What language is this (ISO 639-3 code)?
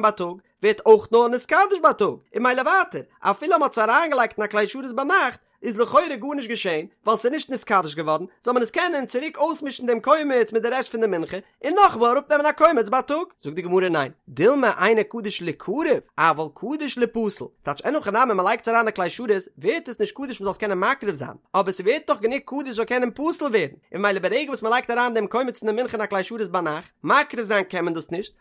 yid